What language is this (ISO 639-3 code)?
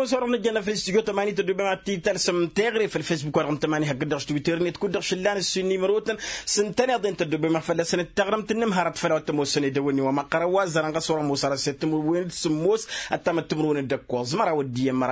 taq